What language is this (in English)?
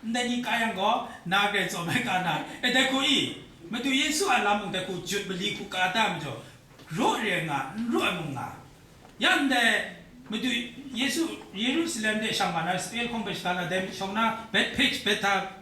Kachin